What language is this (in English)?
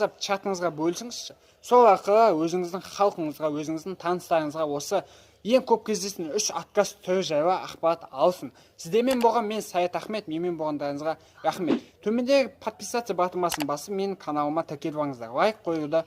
Kazakh